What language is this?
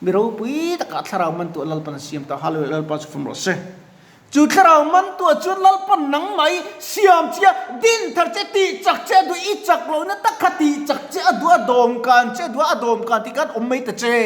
Mizo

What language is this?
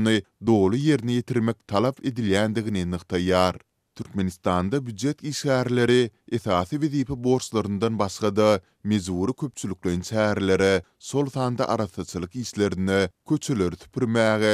Turkmen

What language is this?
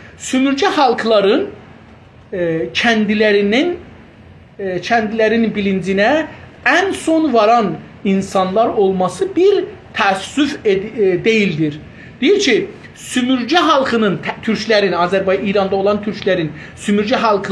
South Azerbaijani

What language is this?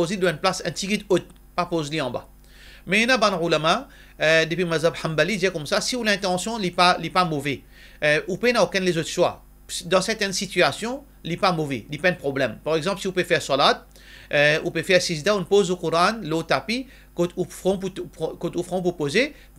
Morisyen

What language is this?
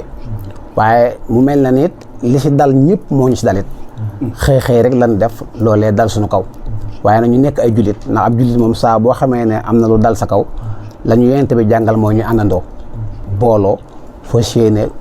Wolof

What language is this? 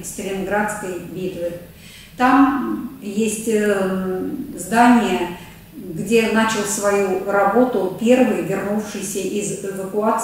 Russian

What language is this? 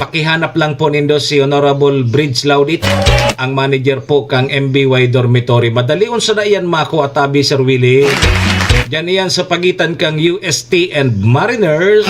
Bikol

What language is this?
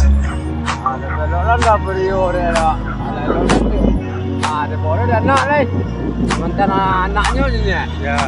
Minangkabau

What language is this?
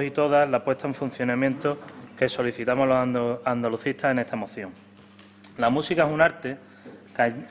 Spanish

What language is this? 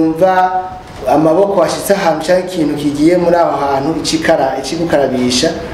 Rundi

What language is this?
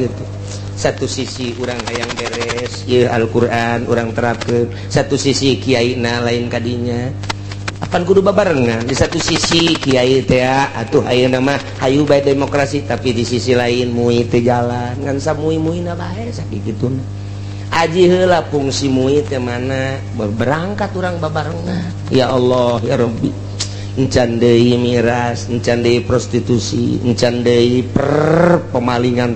Sundanese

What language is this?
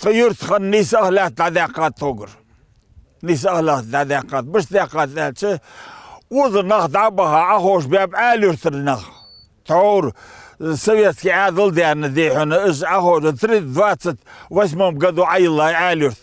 Ingush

